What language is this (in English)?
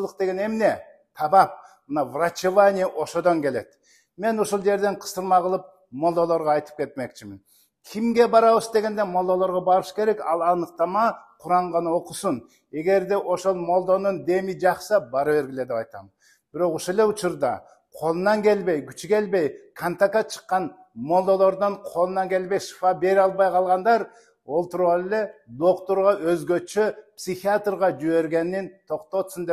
Kyrgyz